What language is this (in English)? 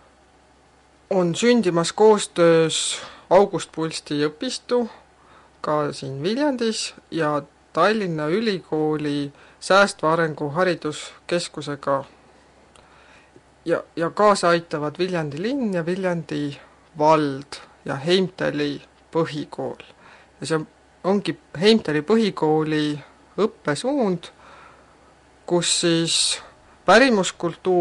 Estonian